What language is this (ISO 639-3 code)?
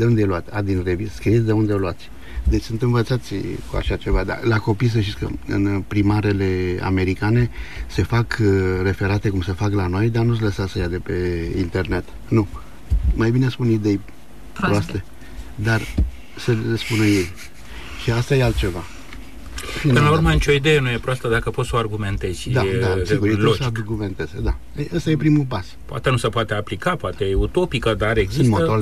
ron